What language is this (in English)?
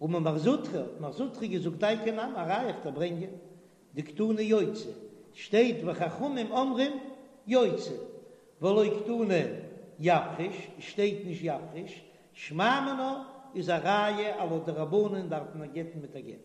Yiddish